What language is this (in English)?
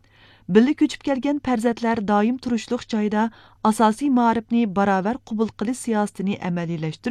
Uyghur